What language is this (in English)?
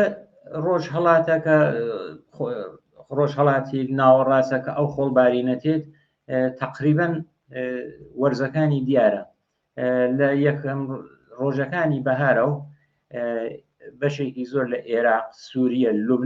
Central Kurdish